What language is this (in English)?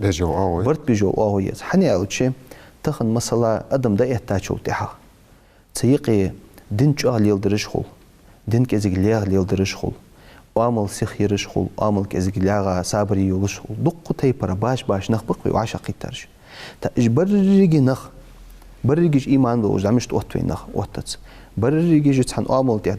Ingush